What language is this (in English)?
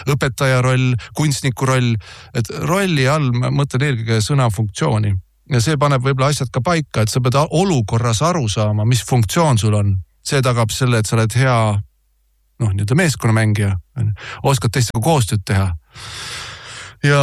Estonian